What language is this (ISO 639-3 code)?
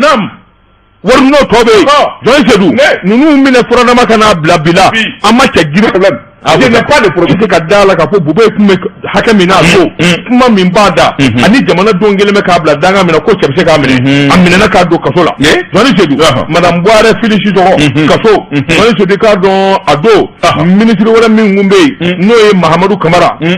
bam